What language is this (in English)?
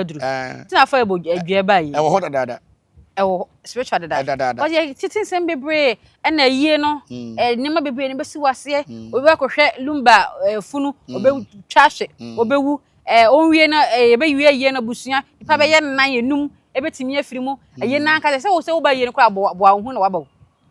Akan